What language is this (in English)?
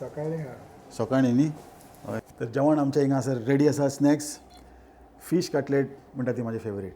Konkani